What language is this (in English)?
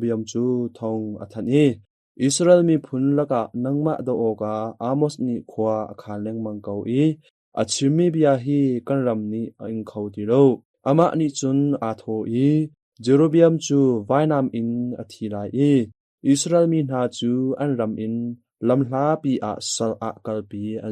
Hakha Chin